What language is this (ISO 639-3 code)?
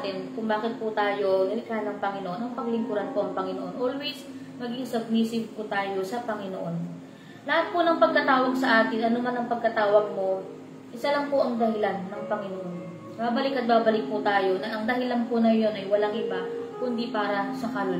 fil